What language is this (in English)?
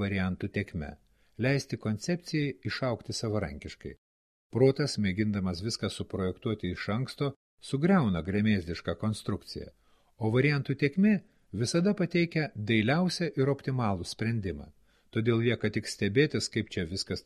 Lithuanian